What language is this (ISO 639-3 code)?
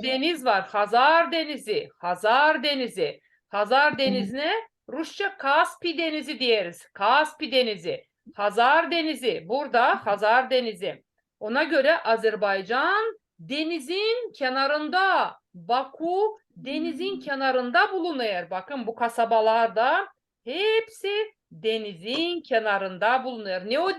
gag